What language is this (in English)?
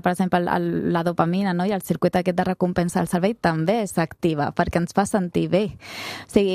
Catalan